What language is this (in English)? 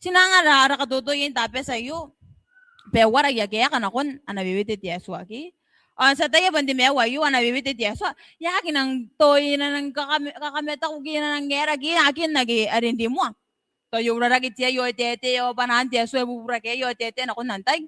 Gilbertese